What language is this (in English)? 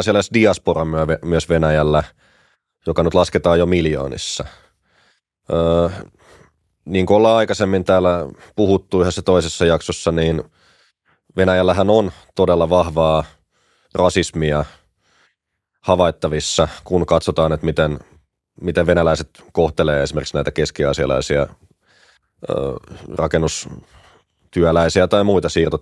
Finnish